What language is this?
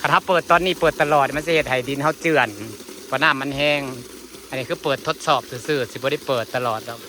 Northeastern Thai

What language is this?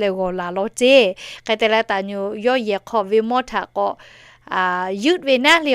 Lahu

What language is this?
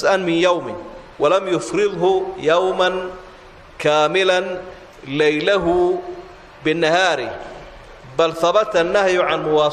Somali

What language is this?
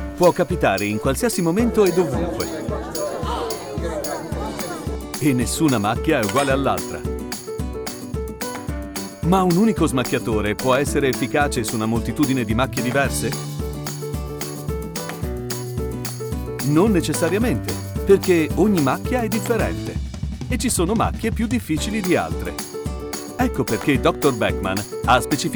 Italian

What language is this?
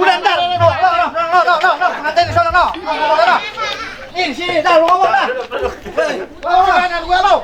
Betawi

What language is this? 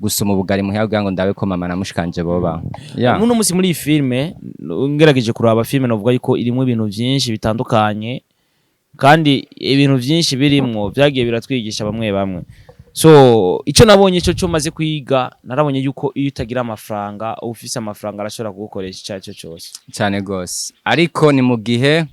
Rundi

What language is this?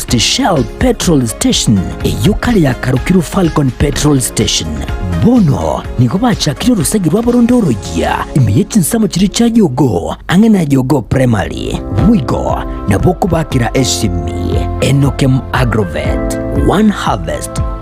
Gusii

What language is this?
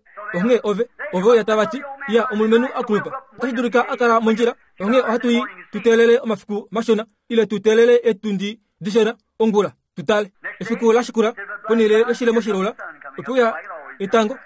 Kuanyama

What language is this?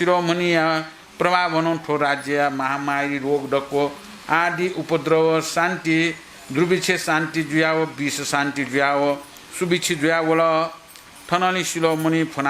Newari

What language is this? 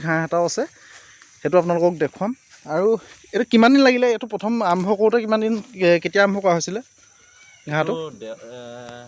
Assamese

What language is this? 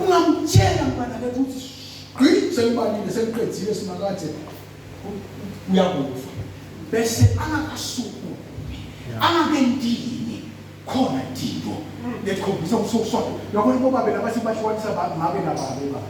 Zulu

